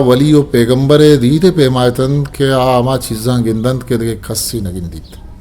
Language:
Eastern Balochi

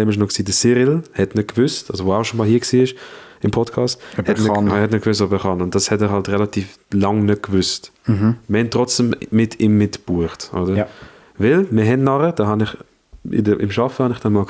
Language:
Swiss German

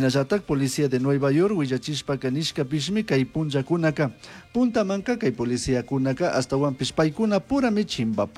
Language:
Chimborazo Highland Quichua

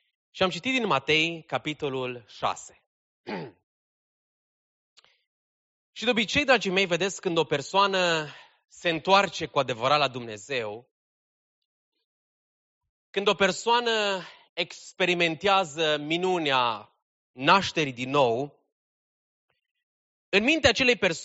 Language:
Romanian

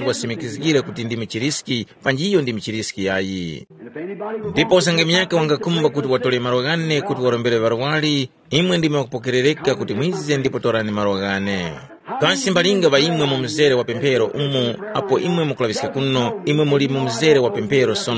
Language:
Tumbuka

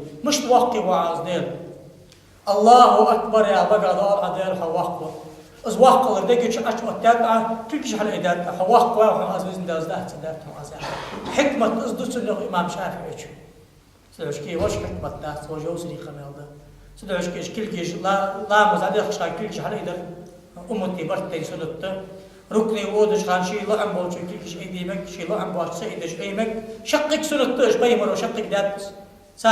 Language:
Ingush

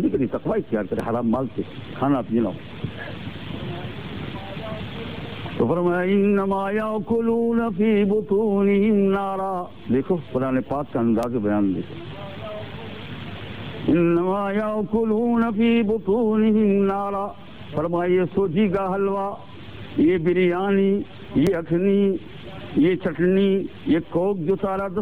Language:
Urdu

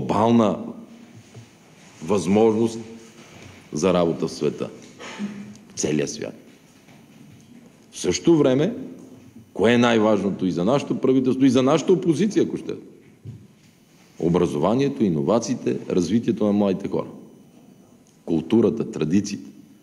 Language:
Bulgarian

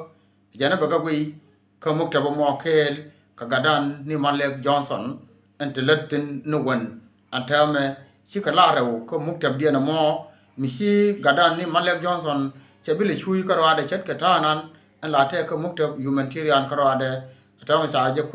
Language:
Nuer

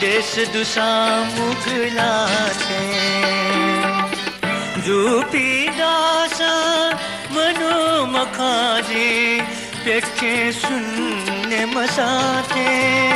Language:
Newari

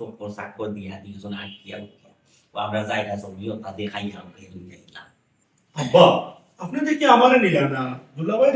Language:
Sylheti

